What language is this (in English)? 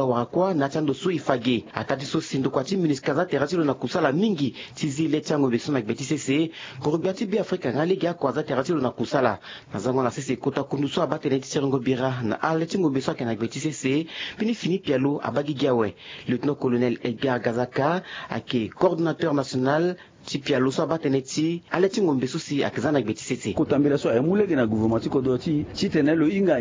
Sango